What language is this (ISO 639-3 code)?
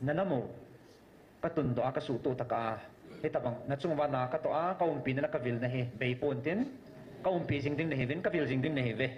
tcz